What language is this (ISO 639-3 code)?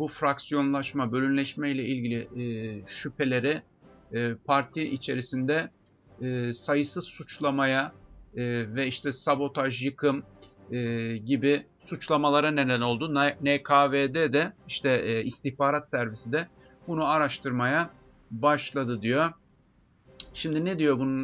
tur